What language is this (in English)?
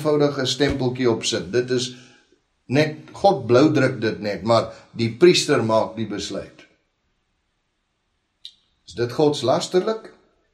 Afrikaans